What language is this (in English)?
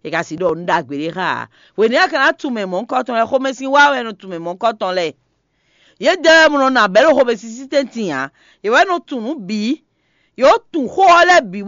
Fon